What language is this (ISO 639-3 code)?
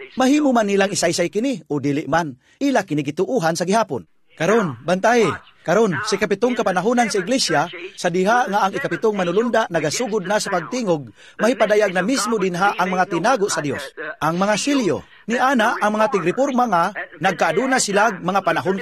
ceb